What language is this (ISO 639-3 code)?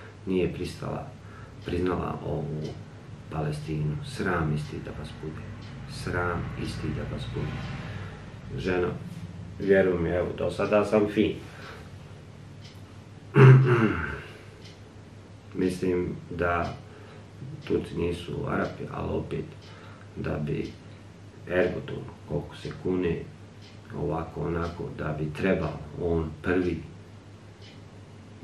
bos